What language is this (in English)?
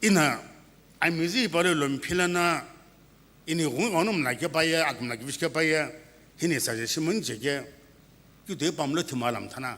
Sumi Naga